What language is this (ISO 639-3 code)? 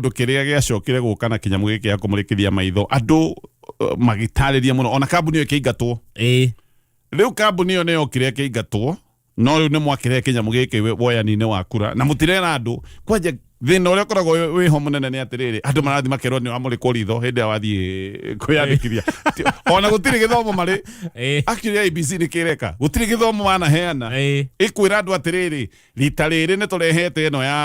kik